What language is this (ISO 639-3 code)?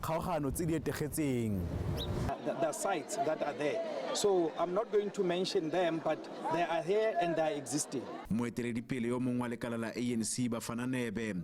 tsn